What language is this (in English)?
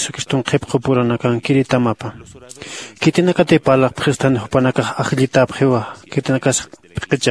Aymara